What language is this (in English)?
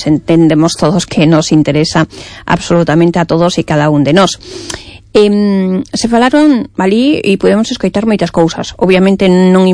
Galician